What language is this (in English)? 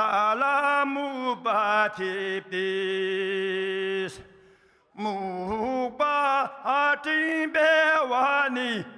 Tibetan